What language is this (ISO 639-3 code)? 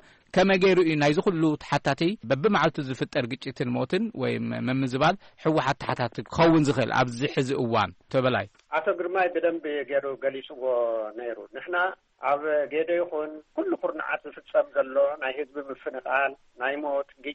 tir